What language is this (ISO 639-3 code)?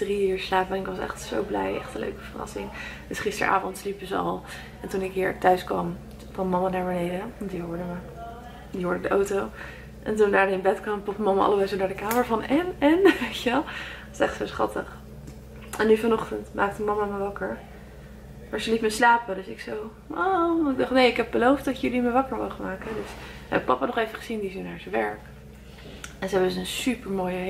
nld